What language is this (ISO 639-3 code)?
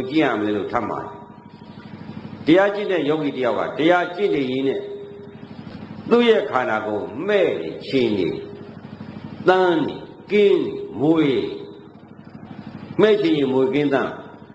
mya